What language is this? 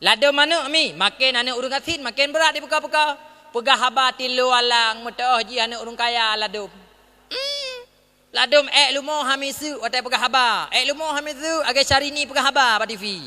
Achinese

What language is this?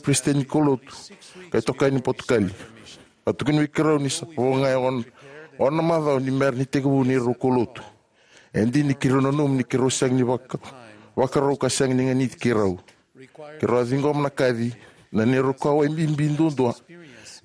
Fijian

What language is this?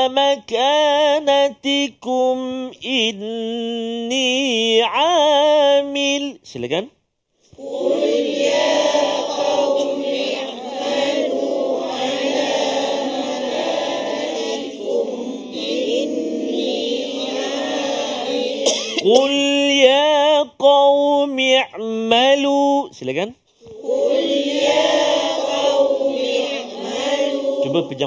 Malay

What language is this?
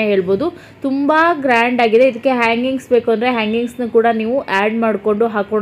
Kannada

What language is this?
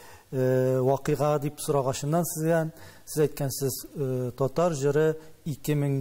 Tatar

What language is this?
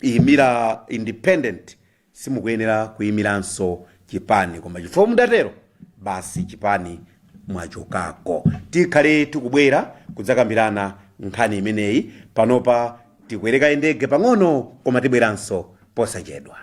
Nyanja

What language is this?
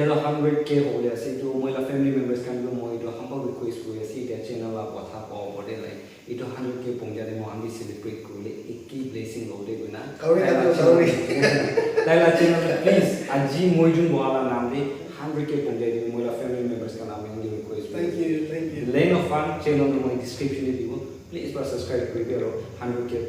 Naga Pidgin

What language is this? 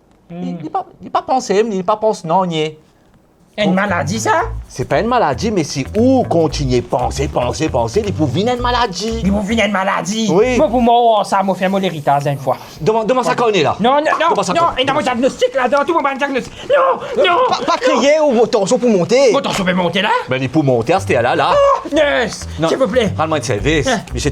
Morisyen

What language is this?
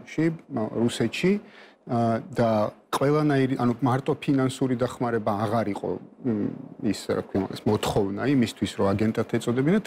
Georgian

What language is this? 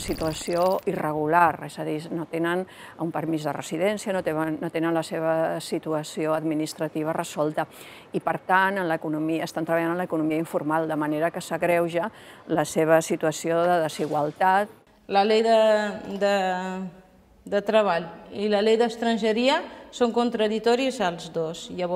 Catalan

